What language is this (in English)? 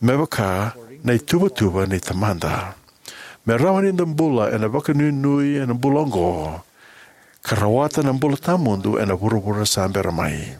Fijian